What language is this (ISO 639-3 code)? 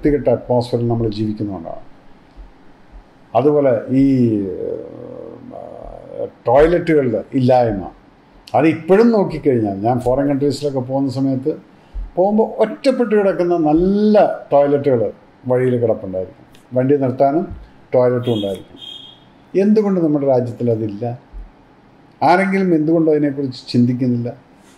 mal